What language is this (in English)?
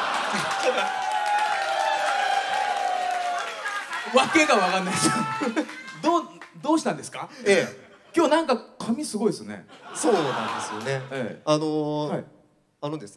Japanese